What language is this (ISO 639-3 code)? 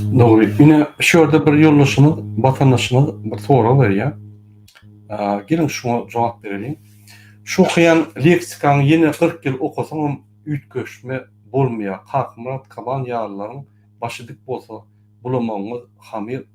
tuk